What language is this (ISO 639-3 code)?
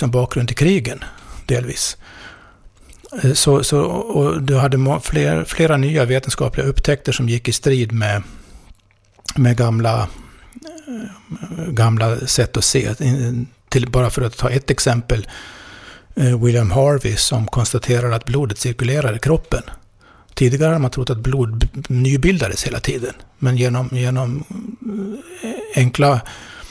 swe